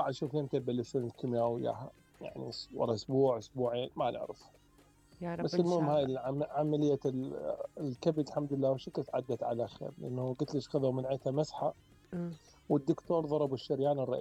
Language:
Mesopotamian Arabic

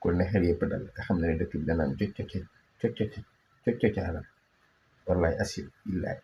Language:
Wolof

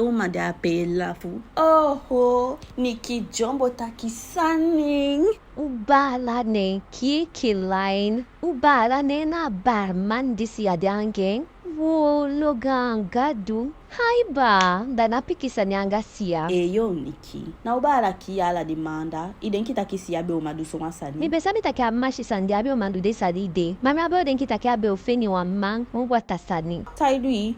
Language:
Eastern Maroon Creole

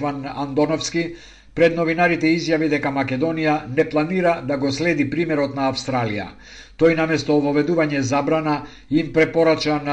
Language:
Macedonian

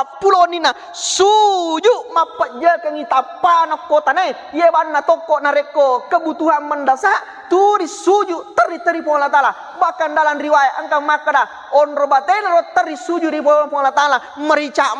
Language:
Buginese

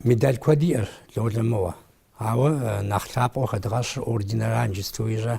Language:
Kabardian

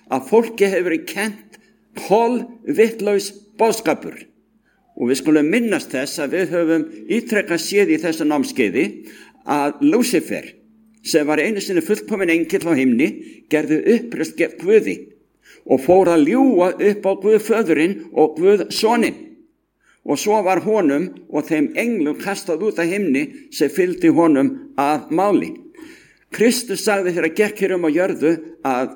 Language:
Icelandic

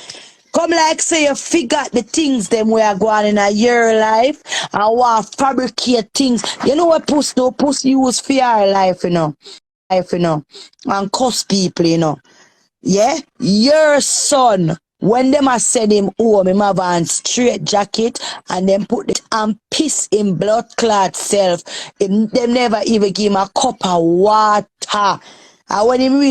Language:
Jamaican Creole English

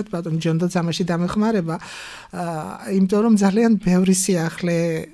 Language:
Georgian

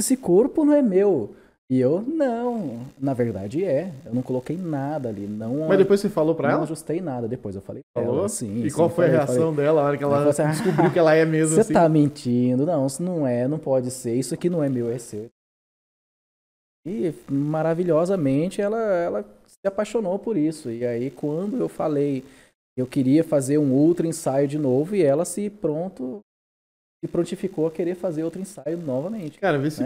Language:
Portuguese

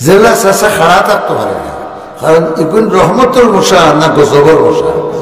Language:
Sylheti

